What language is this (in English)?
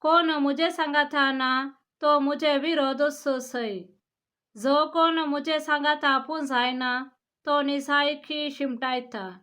Konkani